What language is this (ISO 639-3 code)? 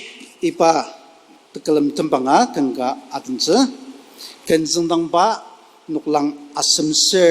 njo